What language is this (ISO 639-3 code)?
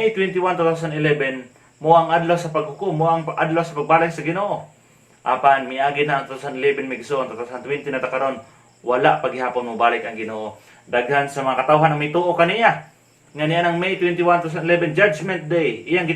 ceb